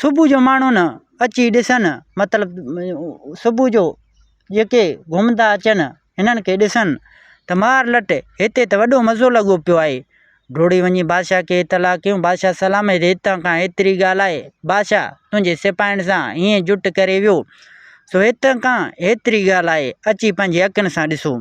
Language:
Sindhi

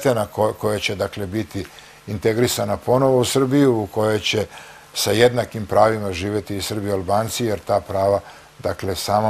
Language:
Serbian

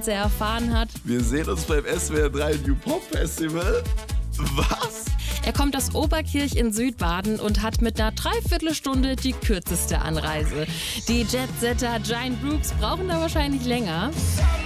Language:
German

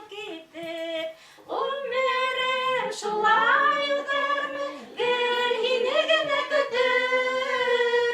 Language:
Bashkir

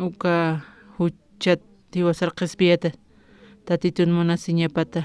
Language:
Aymara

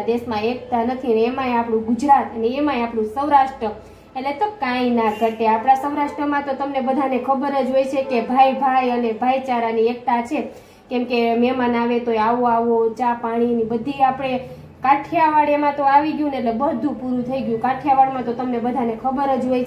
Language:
Gujarati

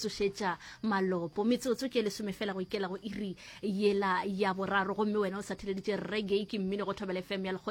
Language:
Northern Sotho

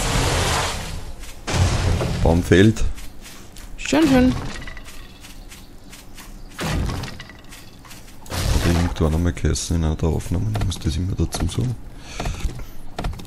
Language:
German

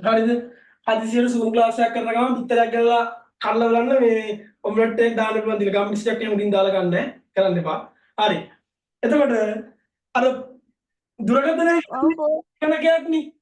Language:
Sinhala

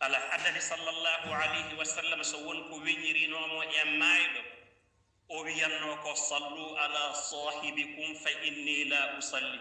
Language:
Fula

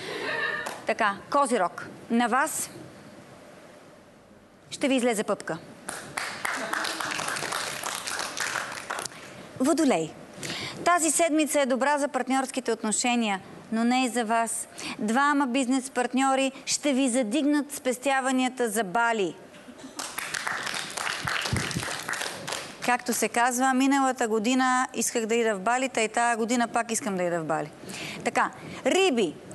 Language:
Bulgarian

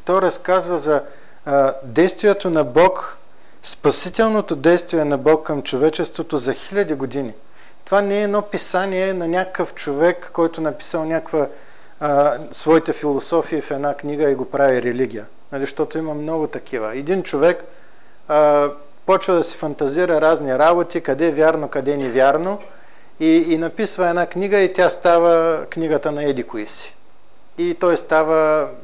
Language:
Bulgarian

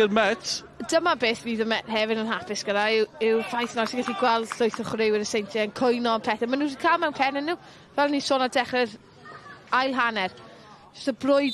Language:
Welsh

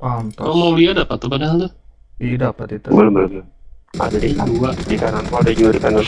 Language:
Banjar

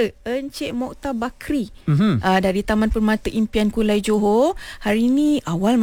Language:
Malay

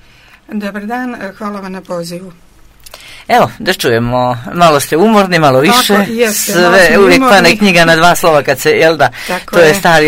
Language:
Croatian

